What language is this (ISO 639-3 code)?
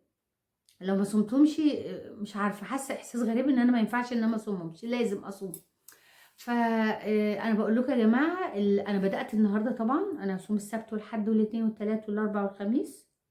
arz